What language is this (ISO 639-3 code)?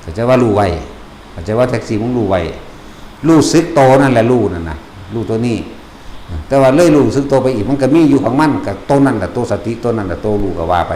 tts